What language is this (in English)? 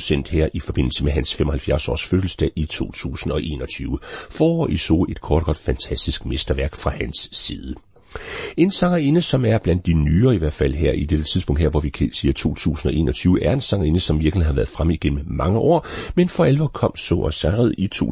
Danish